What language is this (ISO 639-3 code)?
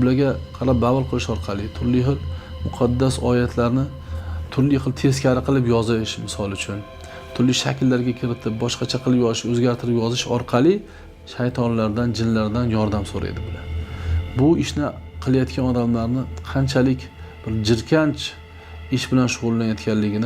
uzb